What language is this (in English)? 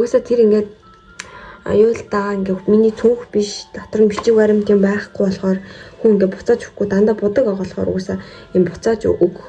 Mongolian